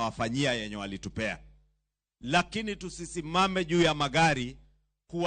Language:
Luo (Kenya and Tanzania)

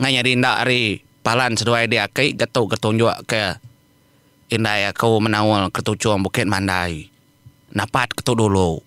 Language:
Iban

